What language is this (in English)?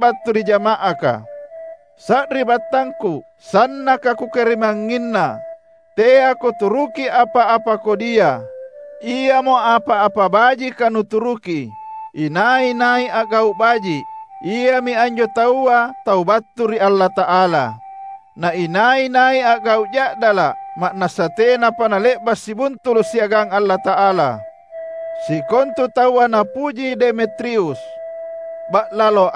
Makasar